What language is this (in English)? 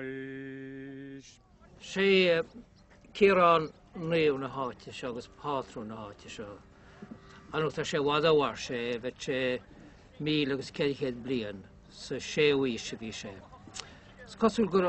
Irish